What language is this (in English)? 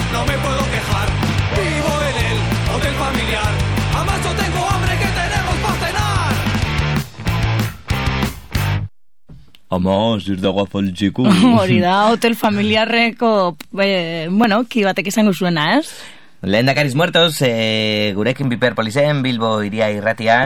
Basque